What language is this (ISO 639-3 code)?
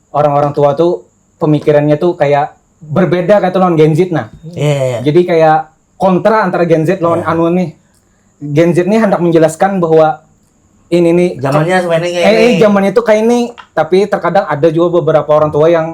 bjn